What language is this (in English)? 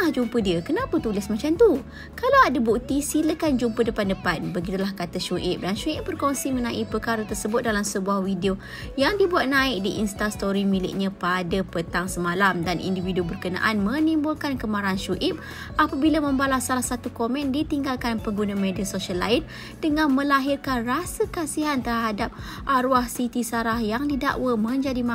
Malay